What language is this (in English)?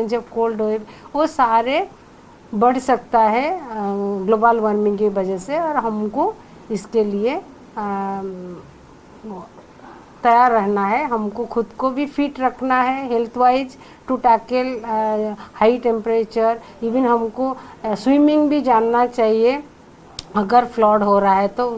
Hindi